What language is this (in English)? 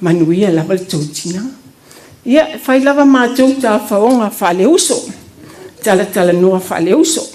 Samoan